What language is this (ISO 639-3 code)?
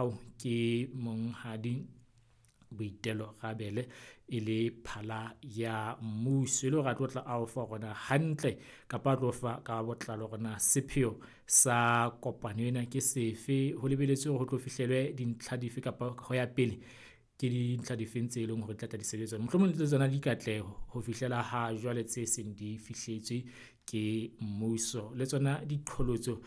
sot